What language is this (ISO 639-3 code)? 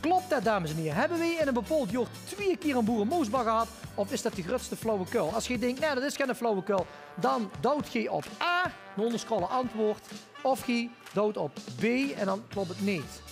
lim